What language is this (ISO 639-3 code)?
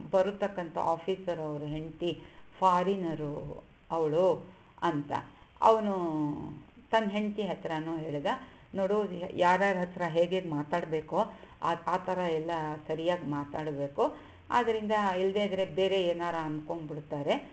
kan